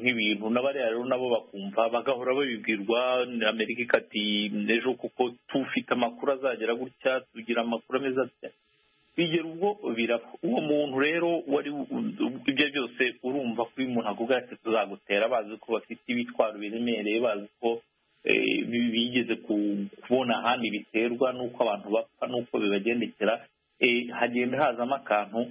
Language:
Kinyarwanda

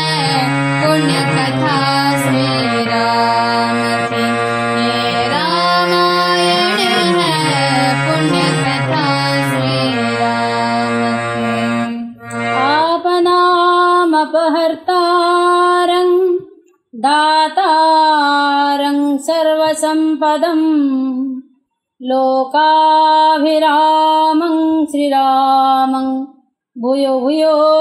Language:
Odia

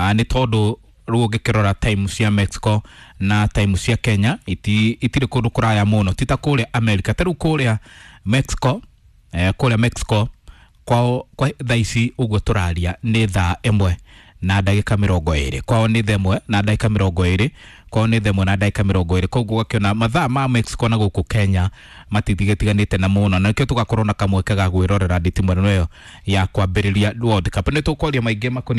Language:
Kikuyu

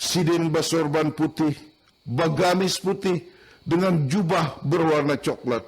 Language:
Banjar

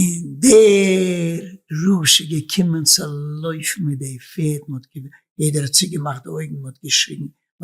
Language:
Yiddish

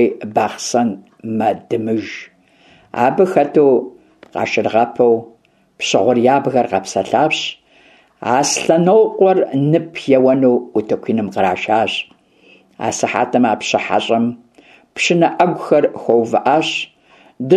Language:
Kabardian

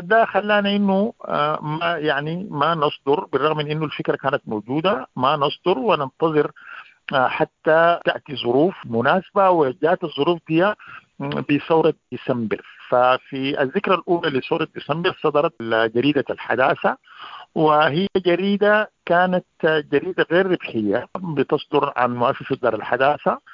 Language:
Sudanese Arabic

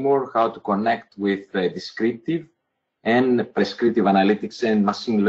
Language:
English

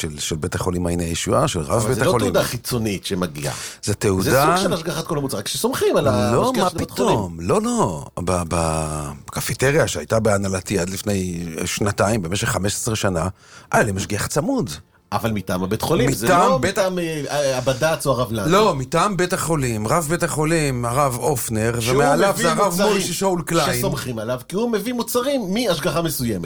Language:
Hebrew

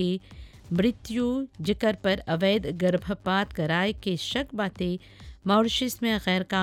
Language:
Bhojpuri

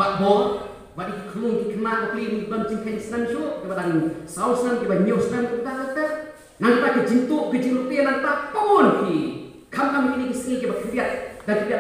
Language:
Khasi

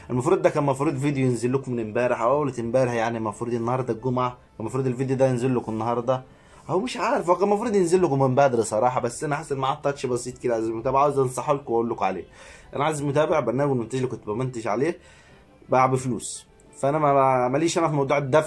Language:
Egyptian Arabic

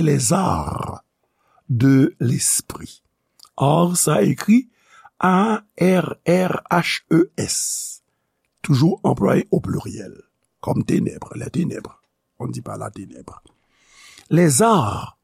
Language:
Haitian Creole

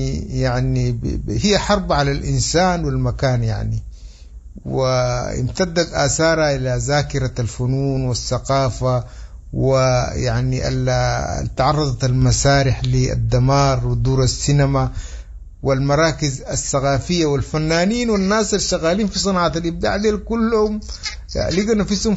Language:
Sudanese Arabic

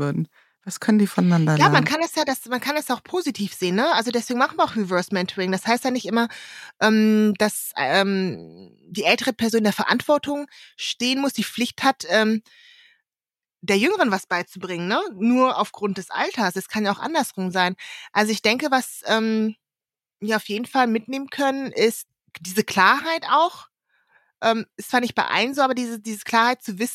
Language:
German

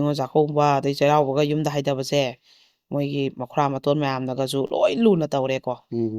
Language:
Manipuri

